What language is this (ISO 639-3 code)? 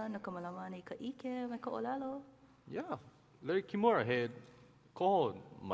haw